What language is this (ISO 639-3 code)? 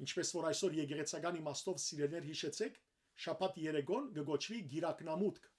hyw